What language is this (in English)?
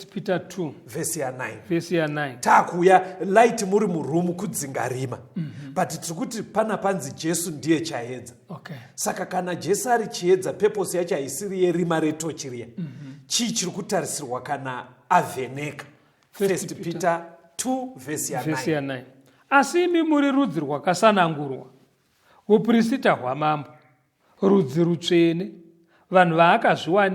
Shona